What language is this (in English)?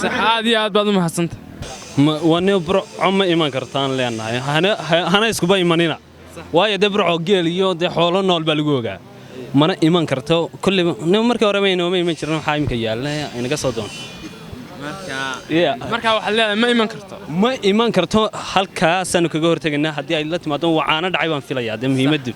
Somali